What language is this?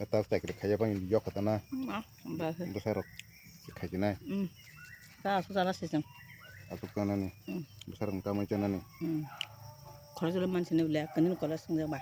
Kok Borok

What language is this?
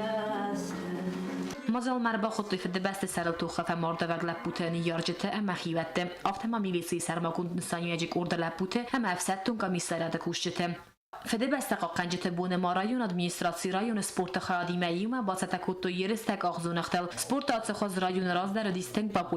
Ossetic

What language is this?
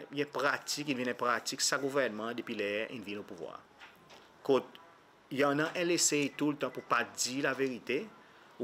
Seselwa Creole French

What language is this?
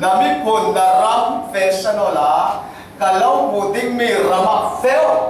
Falam Chin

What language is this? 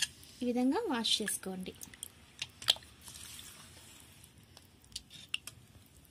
Telugu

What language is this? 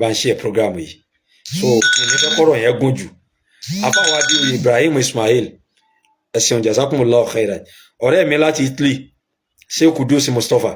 Yoruba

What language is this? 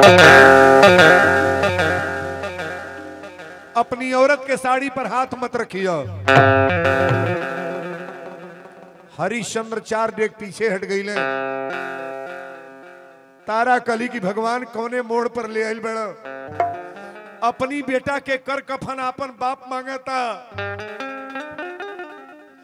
Bhojpuri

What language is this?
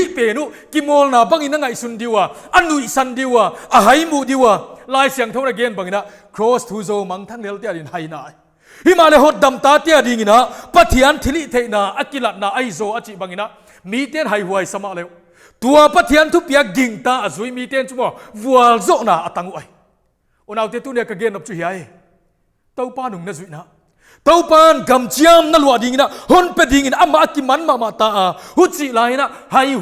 Paite Chin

